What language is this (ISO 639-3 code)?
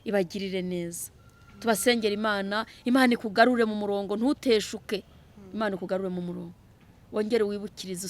kin